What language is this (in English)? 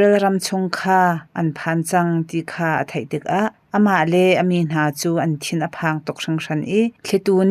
Hakha Chin